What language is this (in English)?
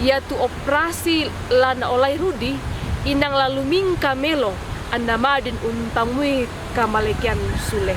Toraja-Sa'dan